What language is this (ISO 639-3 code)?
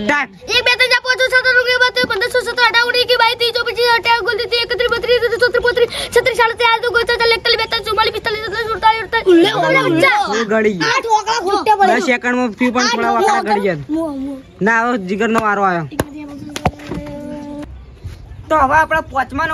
guj